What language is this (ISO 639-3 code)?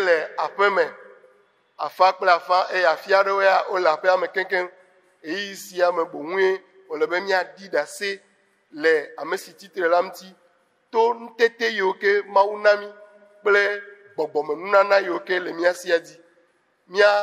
ewe